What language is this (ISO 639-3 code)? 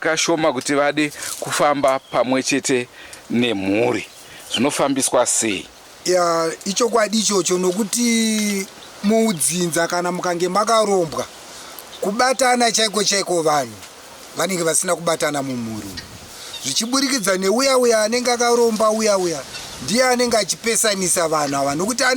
sna